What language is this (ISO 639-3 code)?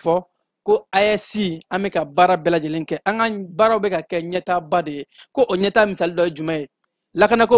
bam